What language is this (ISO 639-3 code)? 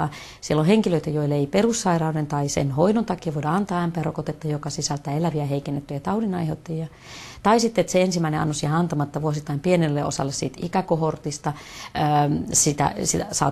fin